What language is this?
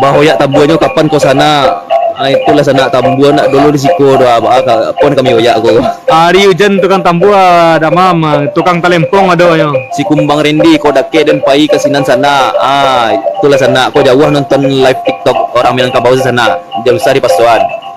Minangkabau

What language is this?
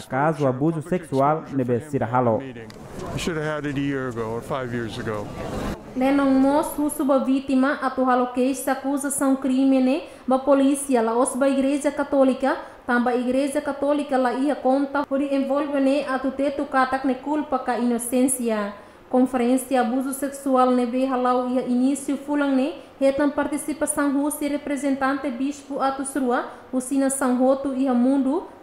Tetum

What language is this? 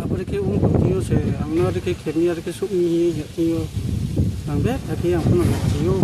Riang (India)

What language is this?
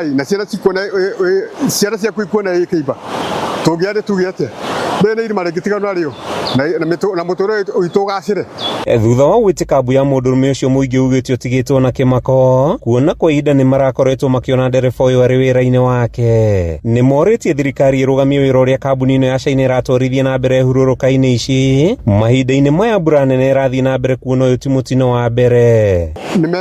Kikuyu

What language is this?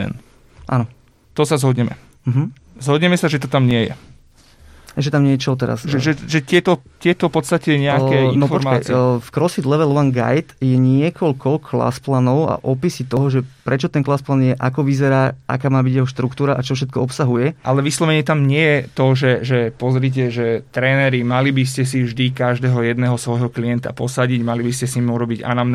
Slovak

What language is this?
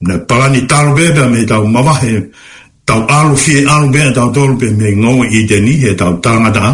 Tongan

